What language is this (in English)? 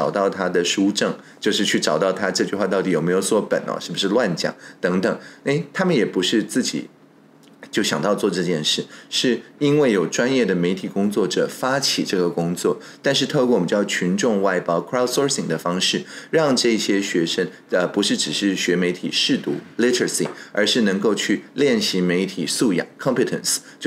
Chinese